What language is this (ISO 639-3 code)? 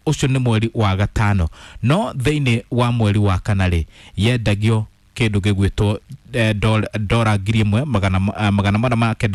kik